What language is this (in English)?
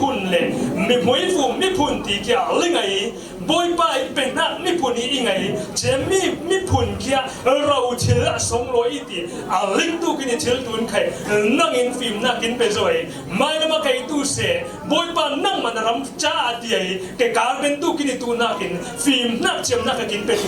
Falam Chin